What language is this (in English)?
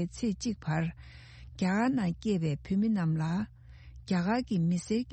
Tibetan